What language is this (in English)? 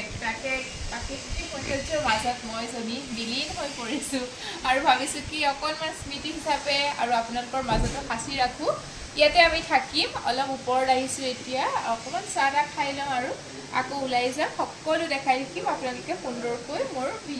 Assamese